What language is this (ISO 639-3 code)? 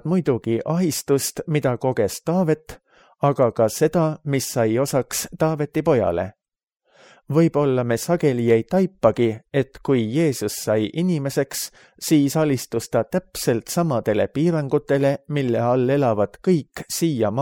est